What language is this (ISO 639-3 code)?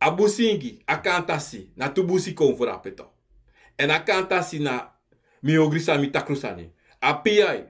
srn